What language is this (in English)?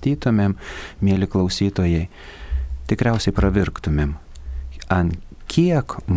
Lithuanian